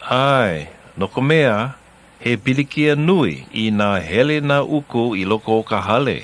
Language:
Hawaiian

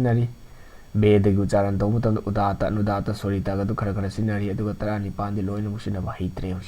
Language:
Manipuri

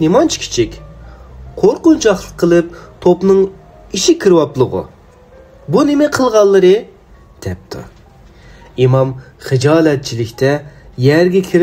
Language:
Uyghur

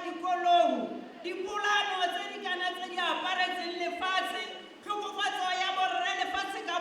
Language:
Tswana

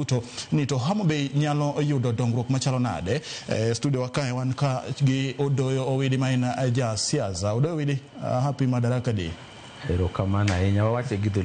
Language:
Luo (Kenya and Tanzania)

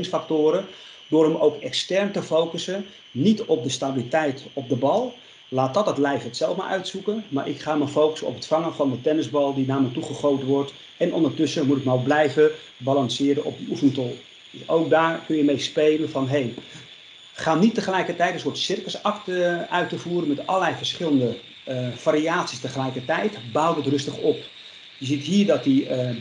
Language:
Dutch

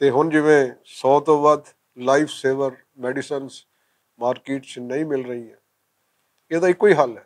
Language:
Western Panjabi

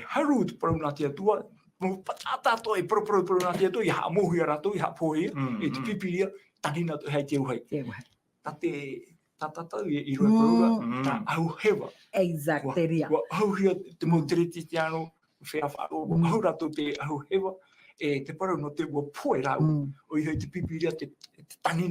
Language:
Tahitian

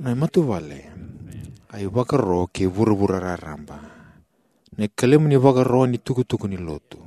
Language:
Fijian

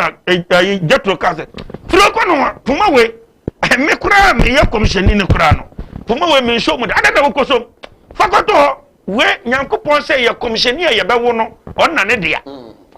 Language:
Akan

